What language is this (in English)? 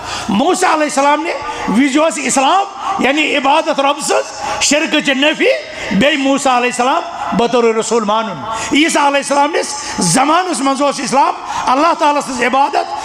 Kashmiri